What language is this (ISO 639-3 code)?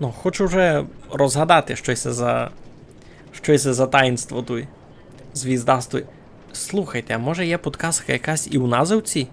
rue